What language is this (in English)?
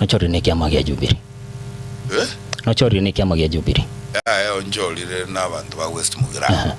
Gusii